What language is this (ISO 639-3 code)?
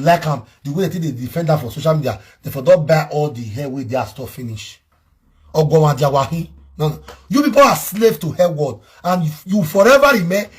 pcm